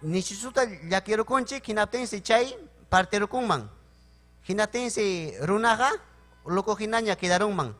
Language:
Ayacucho Quechua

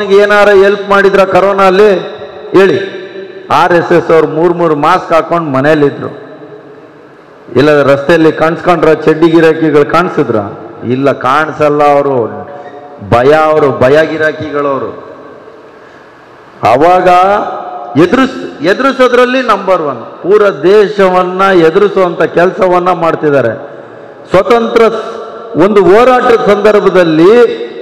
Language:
Kannada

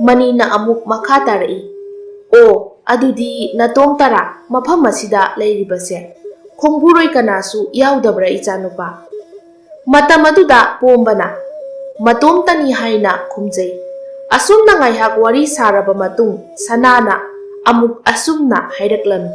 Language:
Manipuri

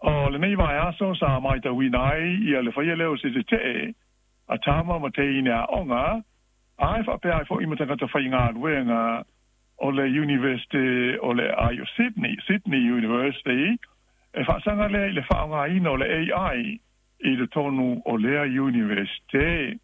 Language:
Samoan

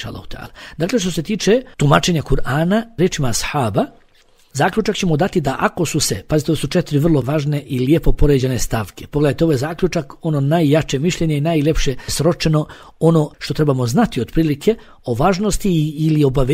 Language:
Bosnian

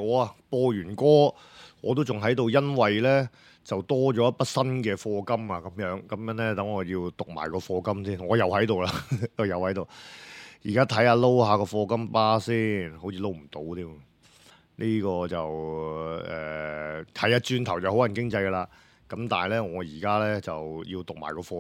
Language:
Cantonese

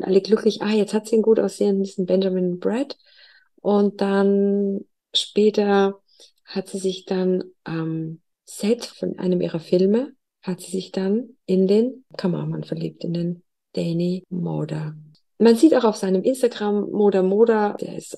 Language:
German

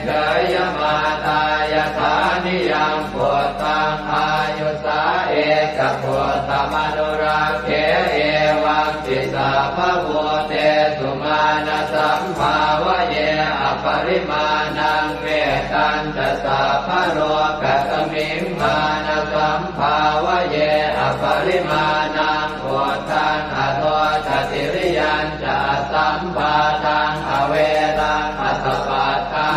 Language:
Pali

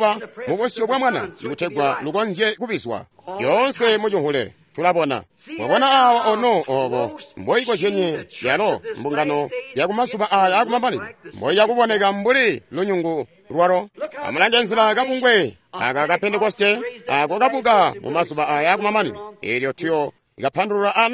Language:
Tonga (Zambia)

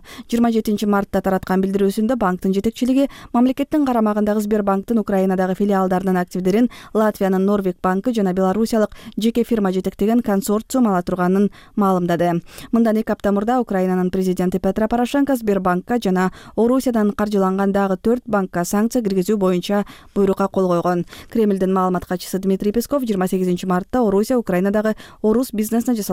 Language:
Kyrgyz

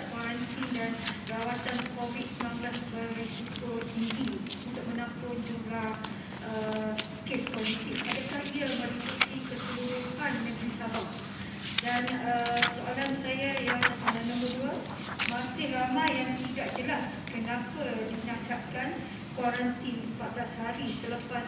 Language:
Malay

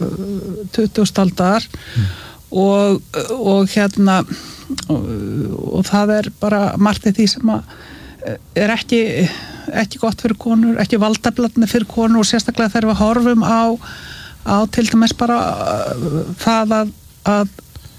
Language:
Icelandic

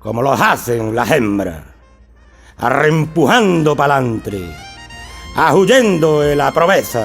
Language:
Extremaduran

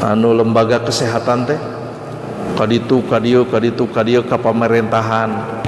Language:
Sundanese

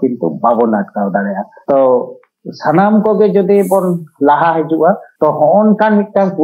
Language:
Santali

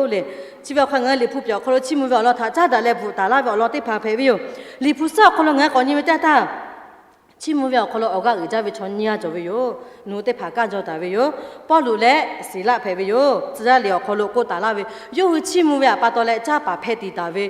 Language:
Lahu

